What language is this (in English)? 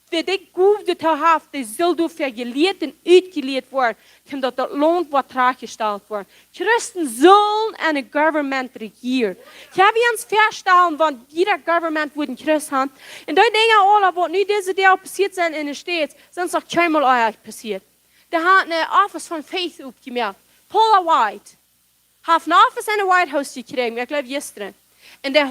Plautdietsch